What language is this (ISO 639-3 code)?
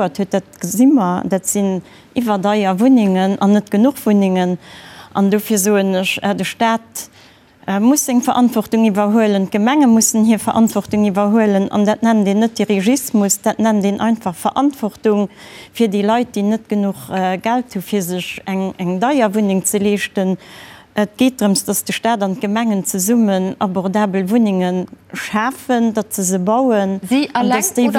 ltz